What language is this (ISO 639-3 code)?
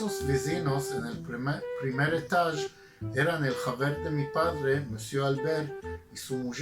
lad